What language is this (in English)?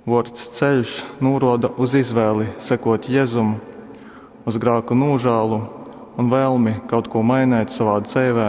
Latgalian